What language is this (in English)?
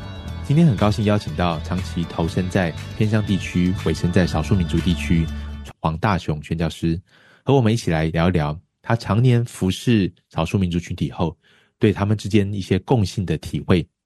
Chinese